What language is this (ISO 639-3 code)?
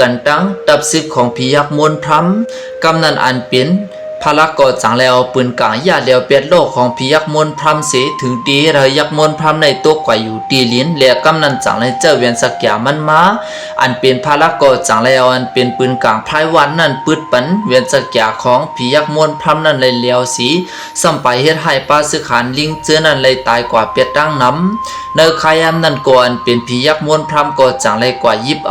shn